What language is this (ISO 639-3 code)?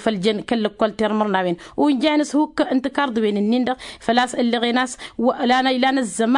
taq